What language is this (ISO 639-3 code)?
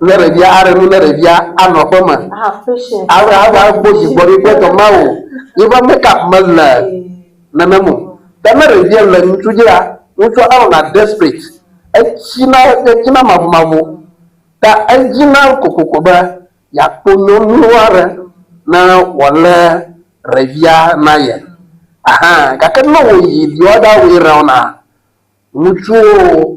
ewe